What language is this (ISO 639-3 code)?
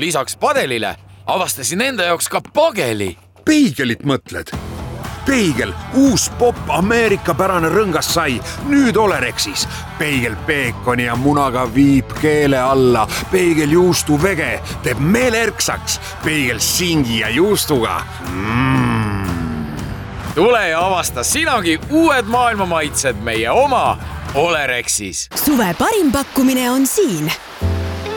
est